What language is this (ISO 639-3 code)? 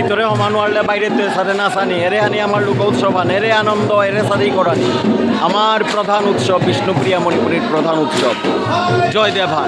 bpy